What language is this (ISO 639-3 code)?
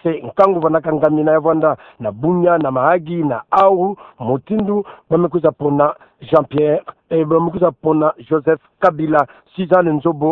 ktu